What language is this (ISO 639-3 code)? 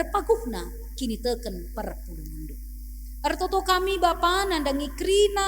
btx